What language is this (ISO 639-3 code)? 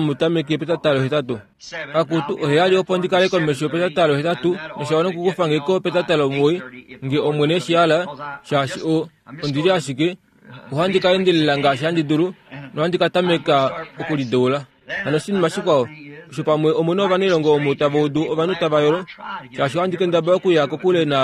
kua